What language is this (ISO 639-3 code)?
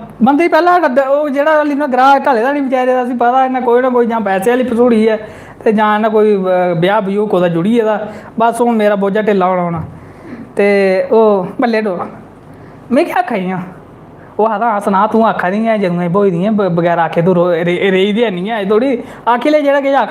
doi